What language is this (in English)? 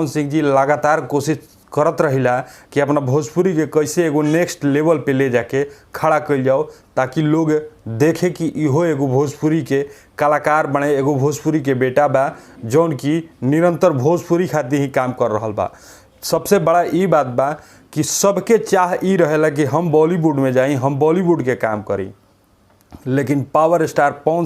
Bhojpuri